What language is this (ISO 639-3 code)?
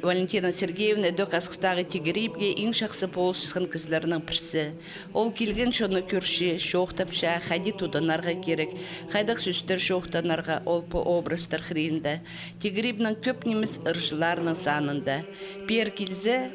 kjh